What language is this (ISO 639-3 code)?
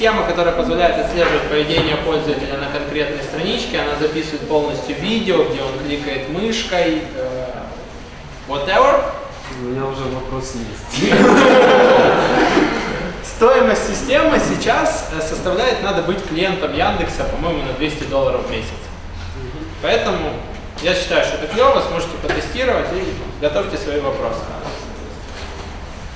rus